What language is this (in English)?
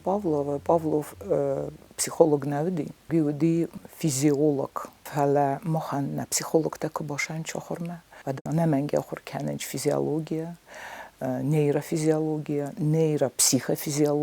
Ossetic